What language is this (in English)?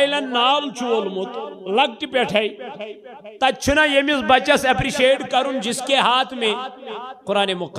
Kashmiri